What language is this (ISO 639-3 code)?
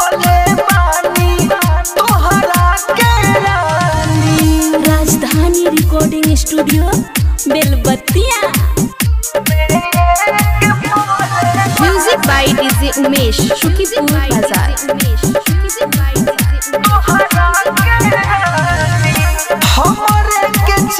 bho